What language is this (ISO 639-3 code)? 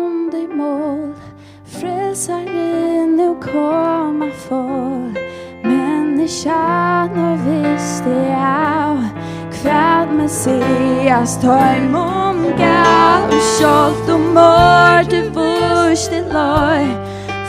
fao